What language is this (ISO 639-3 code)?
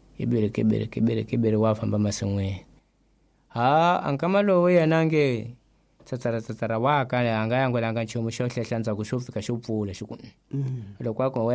tso